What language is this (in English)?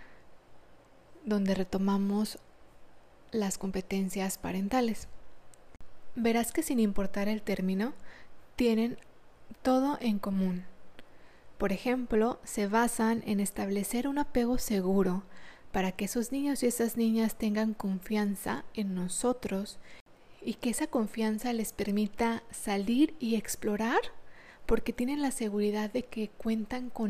Spanish